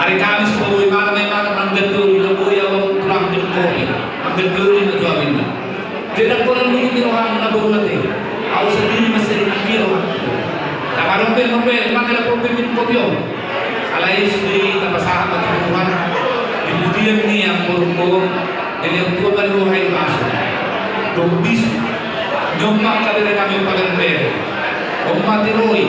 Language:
Batak Toba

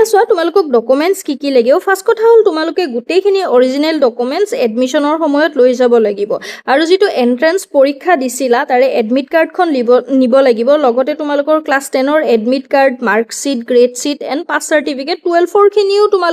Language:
Assamese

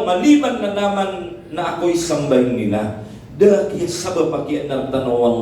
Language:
Maranao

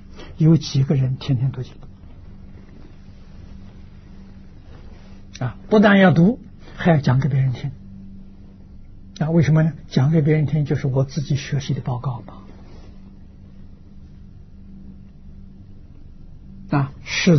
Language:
Chinese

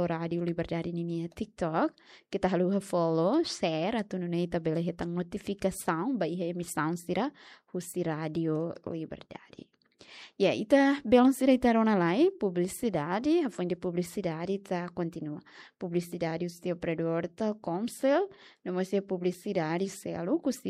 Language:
Tetum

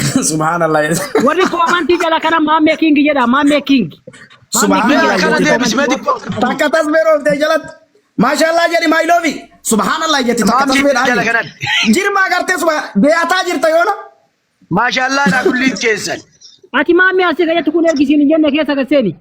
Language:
Oromo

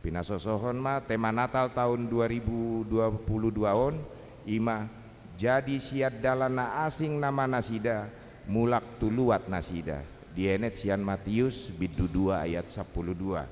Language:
Batak Toba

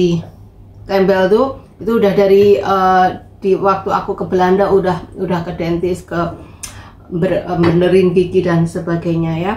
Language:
Indonesian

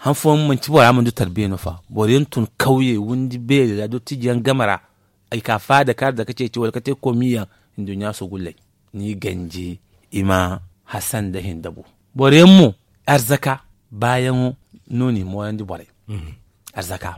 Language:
Zarma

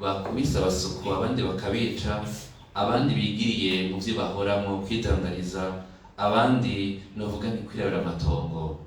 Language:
Rundi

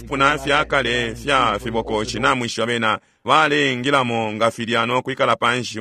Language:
Bemba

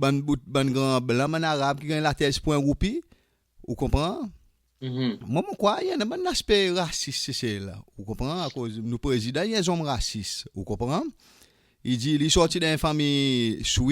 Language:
Seselwa Creole French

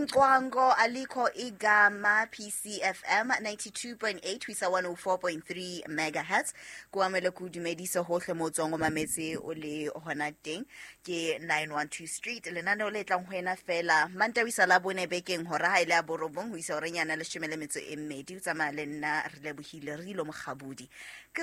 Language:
Southern Sotho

